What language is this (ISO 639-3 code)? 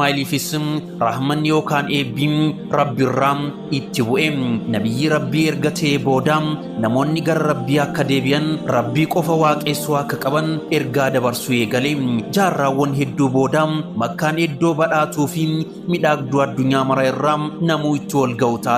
orm